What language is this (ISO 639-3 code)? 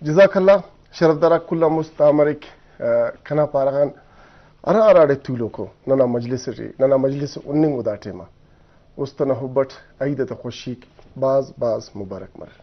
brh